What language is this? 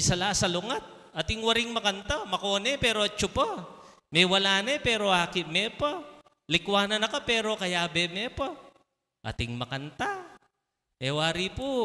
Pampanga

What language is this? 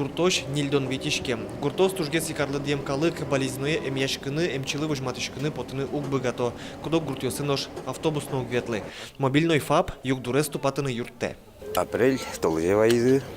Udmurt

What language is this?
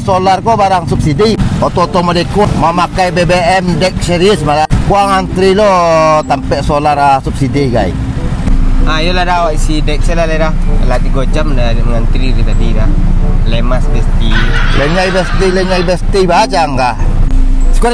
Minangkabau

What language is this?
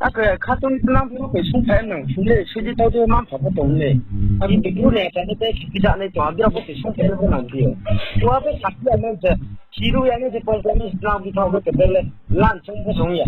Riang (India)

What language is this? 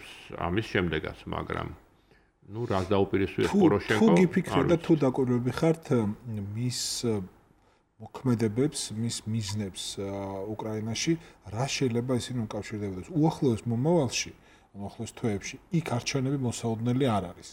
Georgian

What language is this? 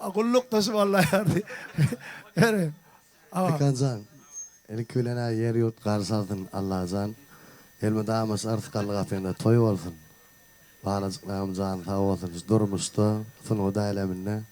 Turkmen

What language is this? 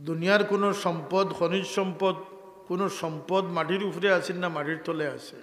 Sylheti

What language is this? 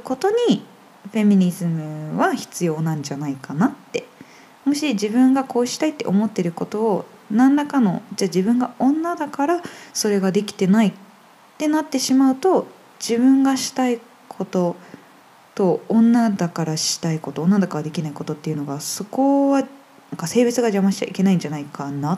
Japanese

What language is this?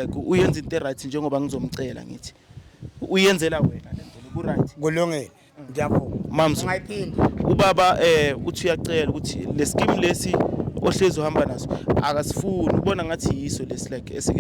Zulu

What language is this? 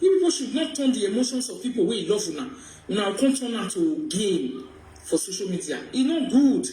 Nigerian Pidgin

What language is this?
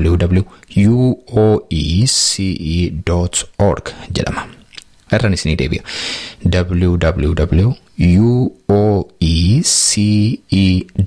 Oromo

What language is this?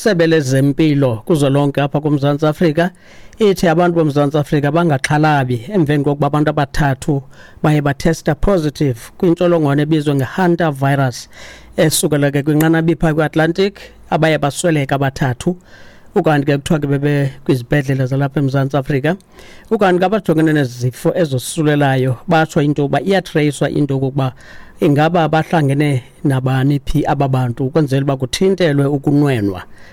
Xhosa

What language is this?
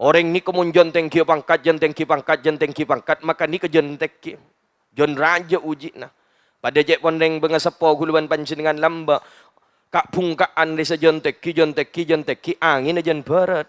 Madurese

